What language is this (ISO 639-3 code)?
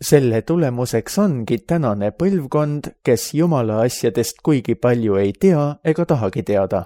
est